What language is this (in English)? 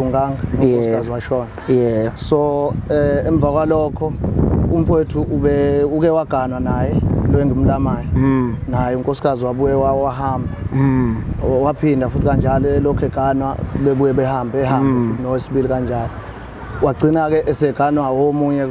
Zulu